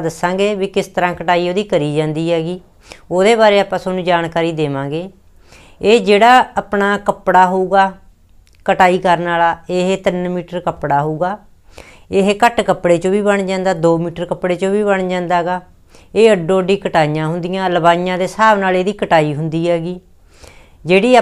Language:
Punjabi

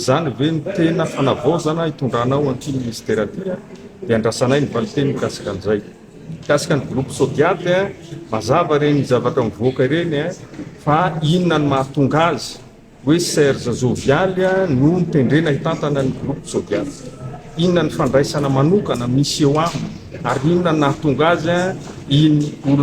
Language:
Malagasy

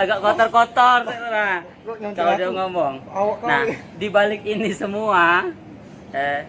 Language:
Musi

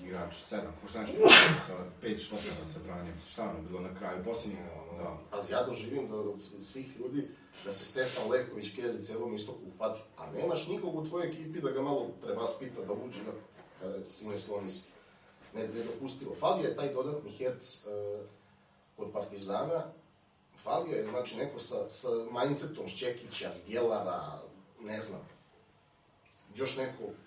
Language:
Serbian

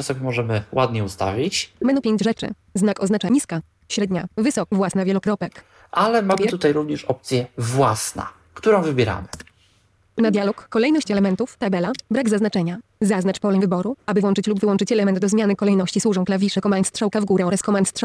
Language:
Polish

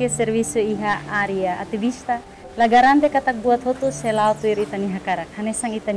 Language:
Tetum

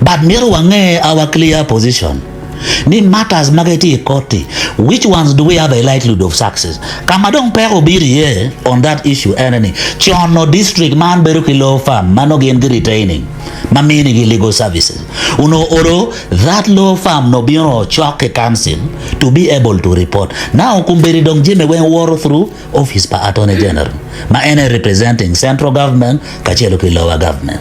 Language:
Acoli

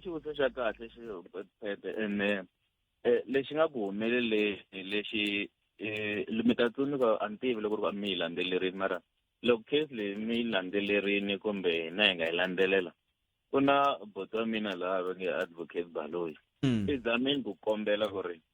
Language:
Tsonga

